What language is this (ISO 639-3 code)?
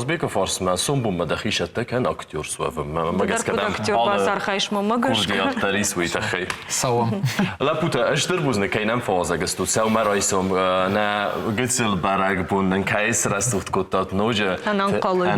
oss